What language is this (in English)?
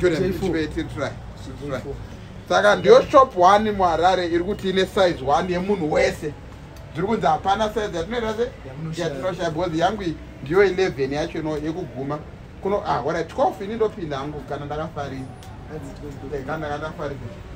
Shona